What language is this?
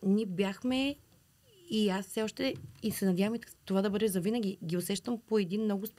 Bulgarian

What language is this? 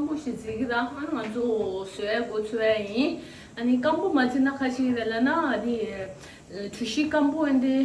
Tibetan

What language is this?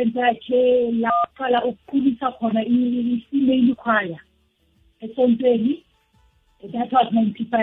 South Ndebele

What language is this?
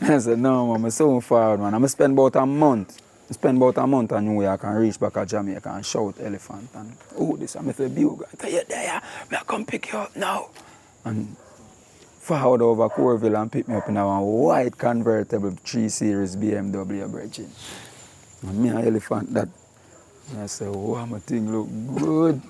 Jamaican Creole English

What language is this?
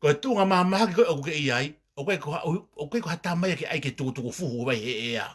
Tongan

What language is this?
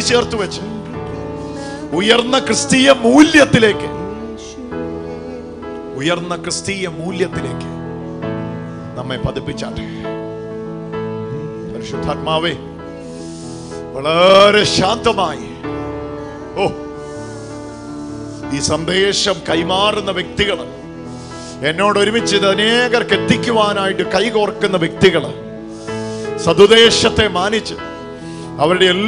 Malayalam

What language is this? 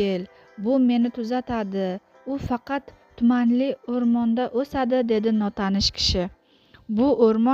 Uzbek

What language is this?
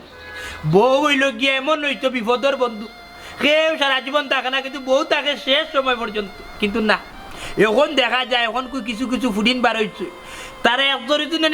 Sylheti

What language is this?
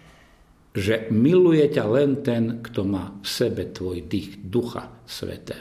Slovak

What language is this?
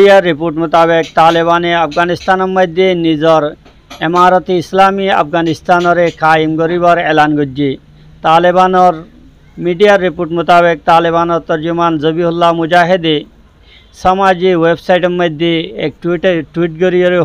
Rohingya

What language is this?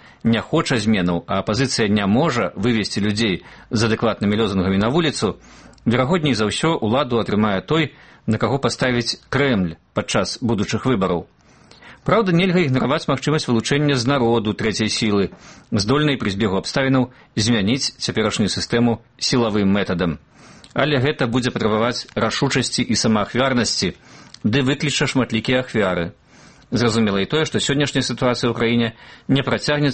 Belarusian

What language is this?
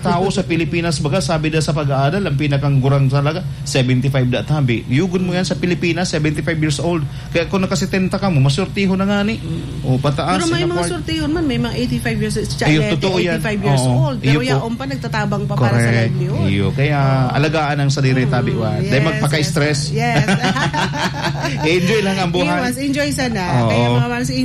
Bikol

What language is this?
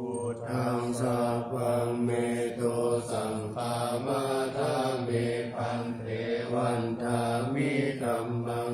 Pali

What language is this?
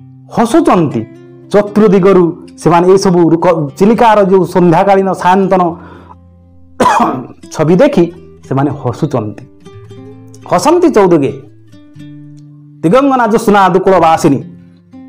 Odia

